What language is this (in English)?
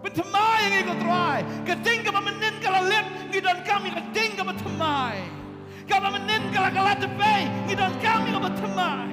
Khasi